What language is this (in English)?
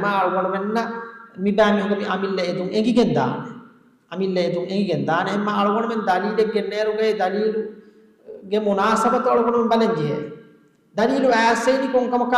Divehi